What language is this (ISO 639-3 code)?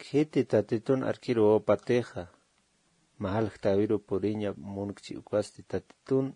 aym